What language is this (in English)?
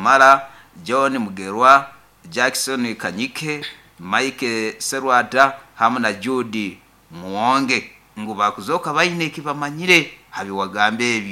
Nyoro